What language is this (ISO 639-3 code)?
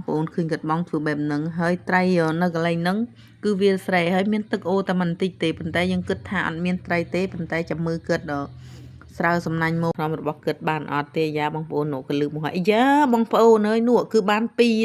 khm